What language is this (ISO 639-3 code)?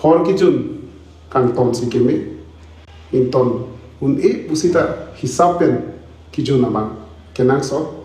mjw